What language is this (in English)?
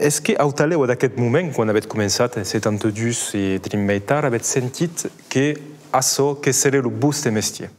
Occitan